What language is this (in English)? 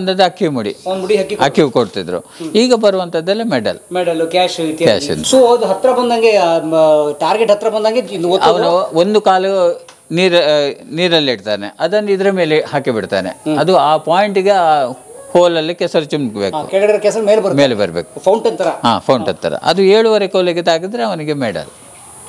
Kannada